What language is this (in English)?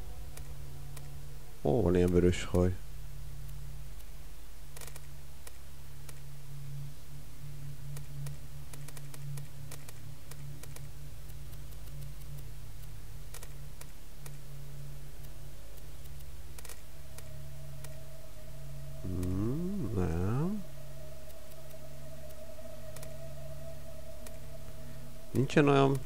Hungarian